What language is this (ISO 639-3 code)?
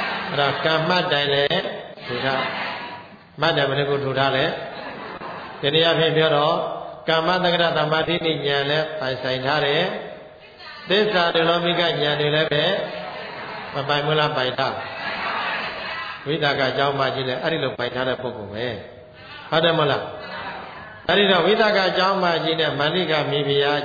mya